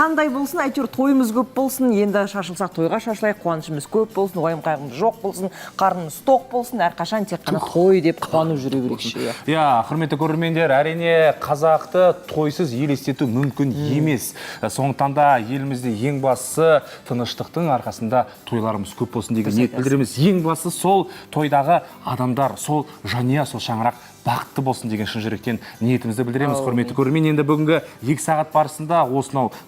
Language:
Kazakh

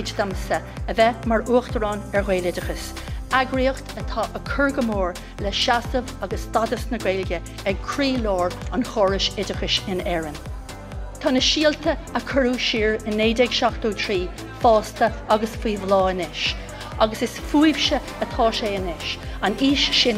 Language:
Irish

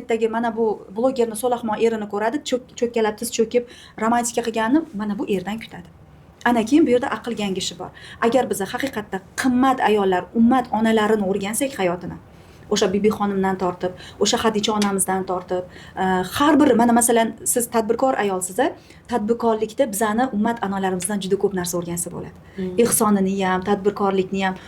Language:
Uzbek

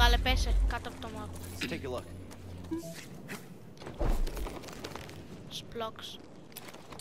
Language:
Greek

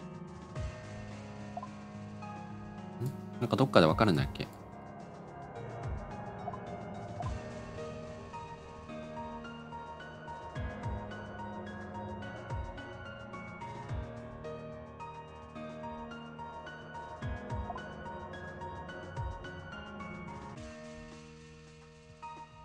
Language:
Japanese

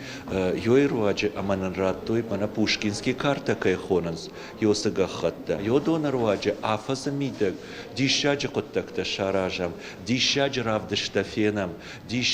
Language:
Ossetic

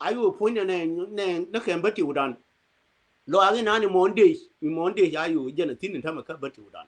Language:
Nuer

